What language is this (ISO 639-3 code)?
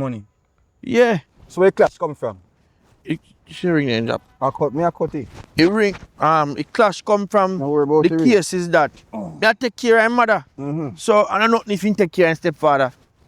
jam